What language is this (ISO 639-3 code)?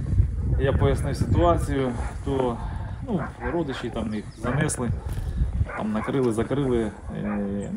ukr